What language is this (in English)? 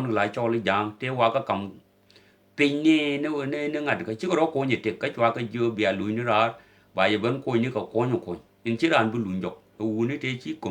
Nuer